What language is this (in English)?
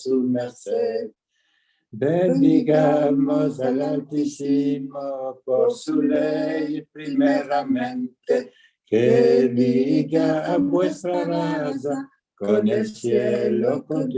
Ladino